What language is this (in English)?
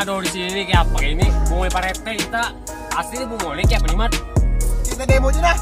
Banjar